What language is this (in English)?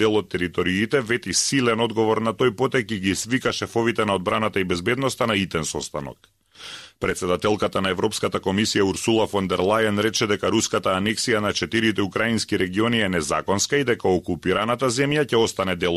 Macedonian